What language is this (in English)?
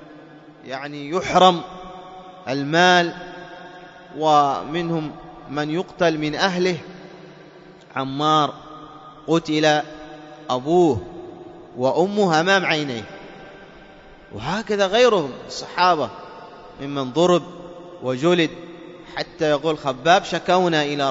Arabic